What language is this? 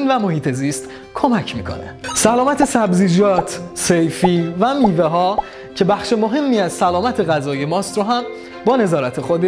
Persian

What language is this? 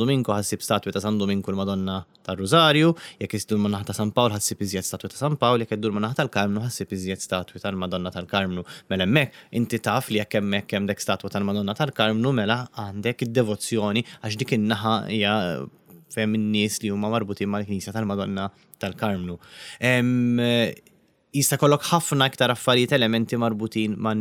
Maltese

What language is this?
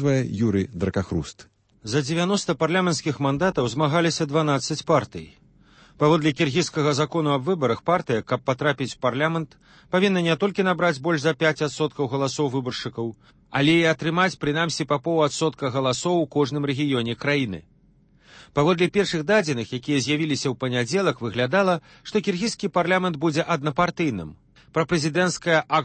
Belarusian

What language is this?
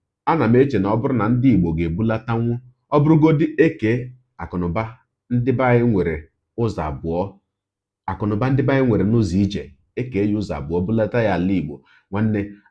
Igbo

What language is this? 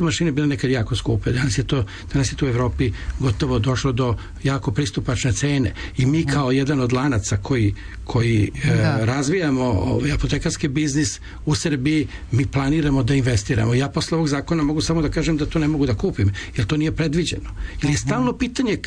Serbian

